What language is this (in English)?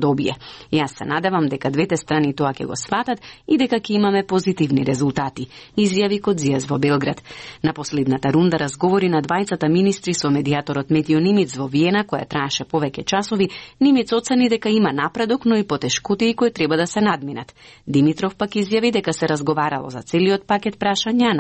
Macedonian